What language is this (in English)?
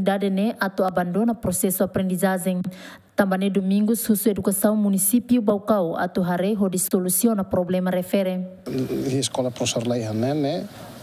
Tetum